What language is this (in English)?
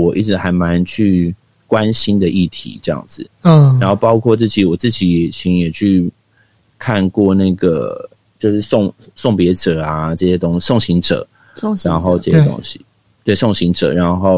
Chinese